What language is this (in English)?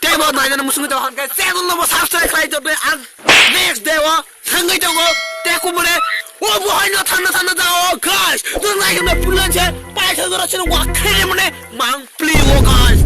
Kok Borok